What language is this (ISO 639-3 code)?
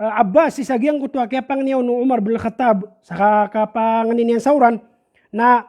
mrw